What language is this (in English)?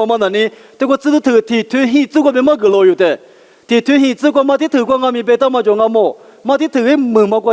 Lisu